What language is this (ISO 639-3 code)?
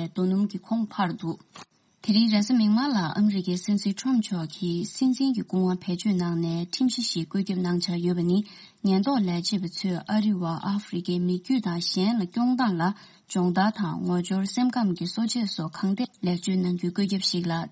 bod